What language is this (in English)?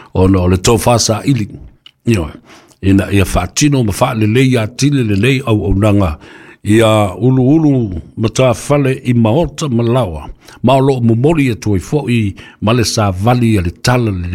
Samoan